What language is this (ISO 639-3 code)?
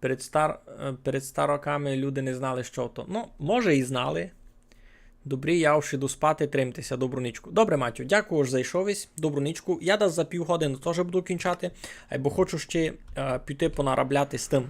rue